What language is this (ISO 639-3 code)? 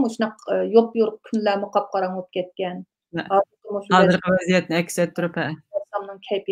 uig